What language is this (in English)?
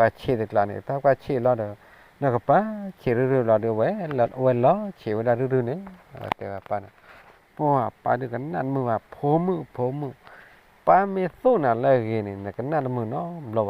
S'gaw Karen